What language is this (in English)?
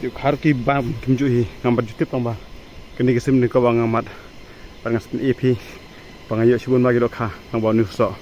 Khasi